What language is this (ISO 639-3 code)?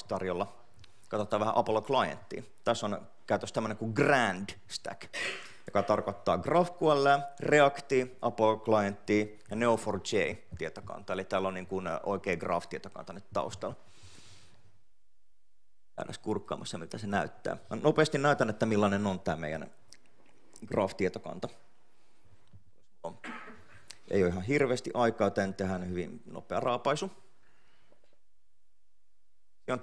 fin